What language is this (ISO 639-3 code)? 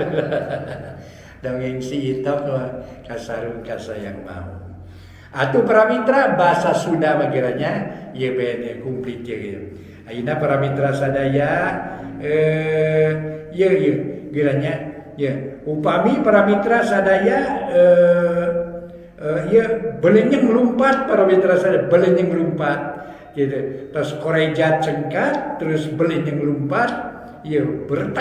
sun